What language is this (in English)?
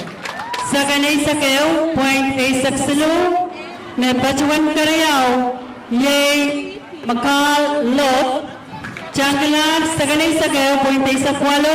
Pohnpeian